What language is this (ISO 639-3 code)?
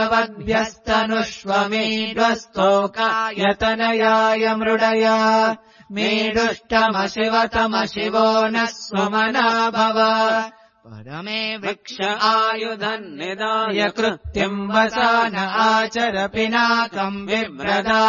san